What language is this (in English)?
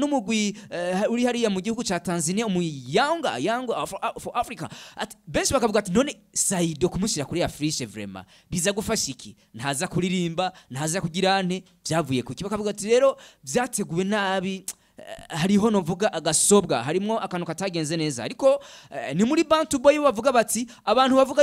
Rundi